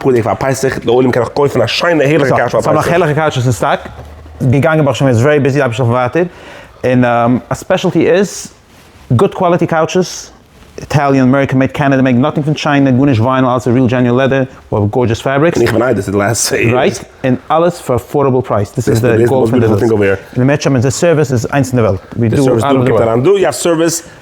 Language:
Yiddish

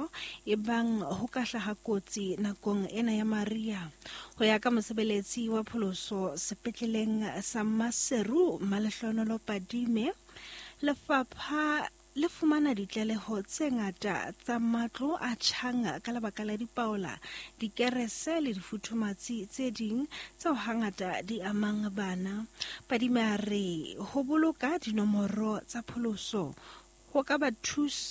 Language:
Southern Sotho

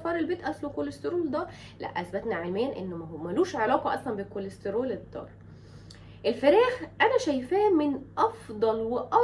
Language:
Egyptian Arabic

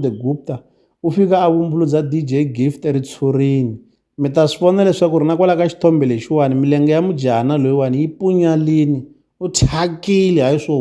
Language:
Tsonga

